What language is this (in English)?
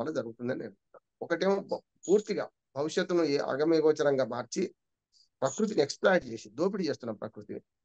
Telugu